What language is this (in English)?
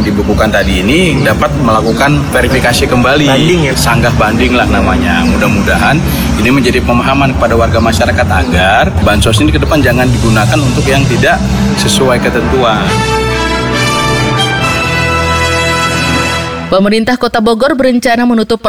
Indonesian